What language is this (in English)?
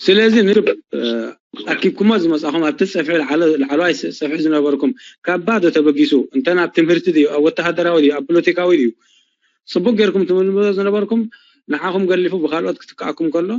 Tigrinya